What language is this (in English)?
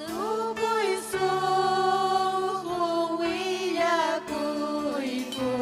Ayacucho Quechua